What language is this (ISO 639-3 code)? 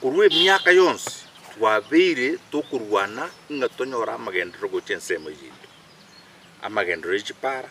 guz